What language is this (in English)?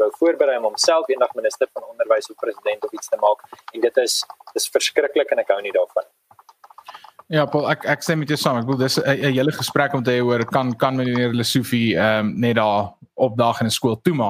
Afrikaans